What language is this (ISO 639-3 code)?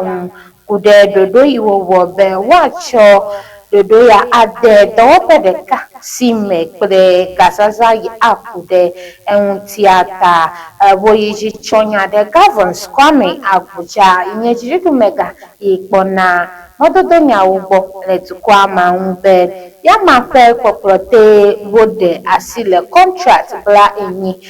ewe